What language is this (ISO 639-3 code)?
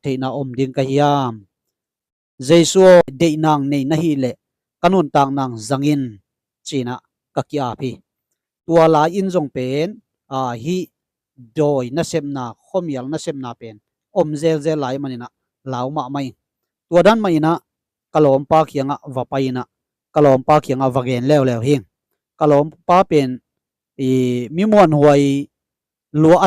ctd